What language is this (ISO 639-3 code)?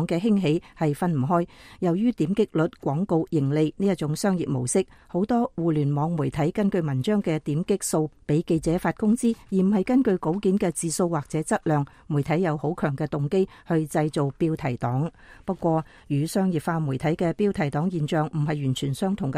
yue